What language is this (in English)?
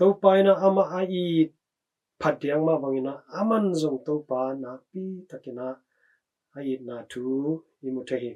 Tedim Chin